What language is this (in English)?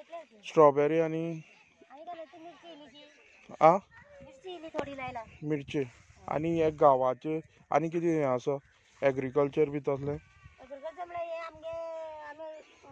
Konkani